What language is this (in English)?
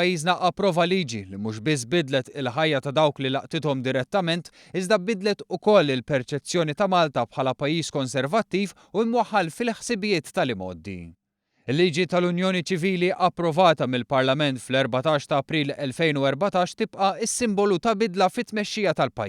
Maltese